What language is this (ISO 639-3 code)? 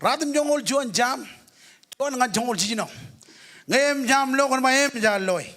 mah